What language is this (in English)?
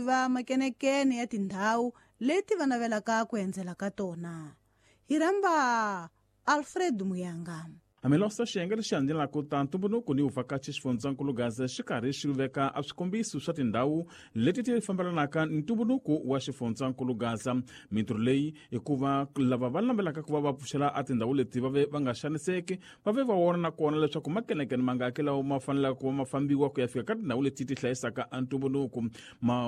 Tsonga